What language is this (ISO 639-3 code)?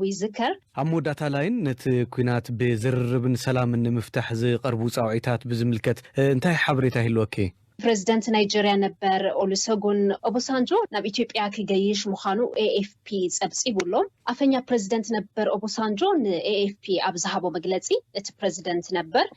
tir